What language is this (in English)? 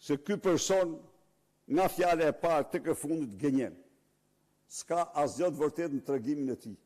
Albanian